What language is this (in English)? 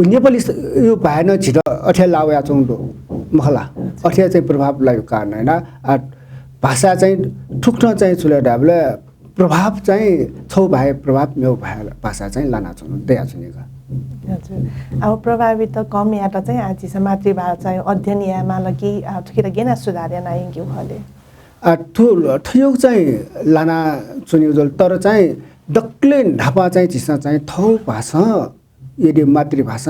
Newari